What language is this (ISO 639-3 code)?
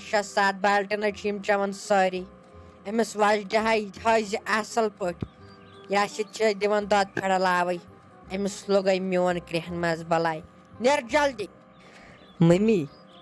kas